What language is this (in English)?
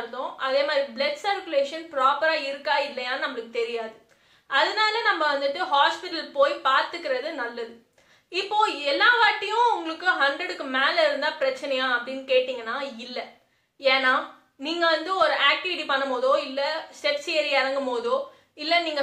Tamil